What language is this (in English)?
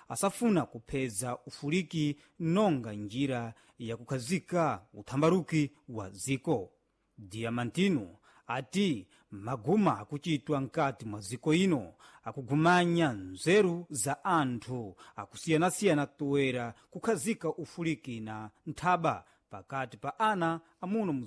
Sena